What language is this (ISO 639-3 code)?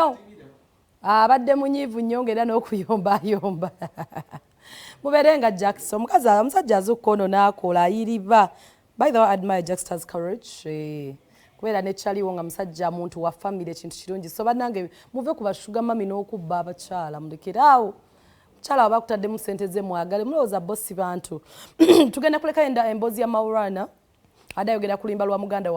lug